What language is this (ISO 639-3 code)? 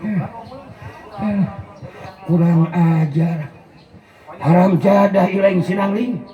sun